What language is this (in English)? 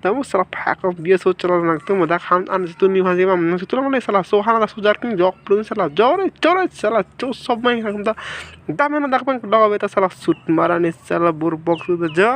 Karbi